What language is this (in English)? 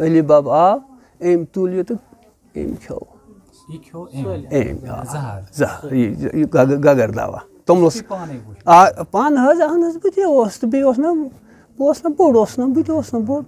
Kashmiri